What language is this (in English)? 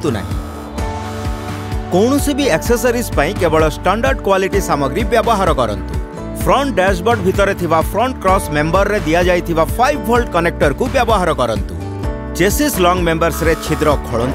Odia